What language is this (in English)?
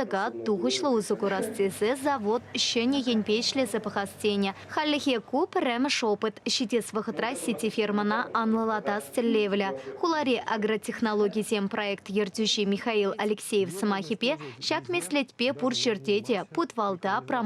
Chuvash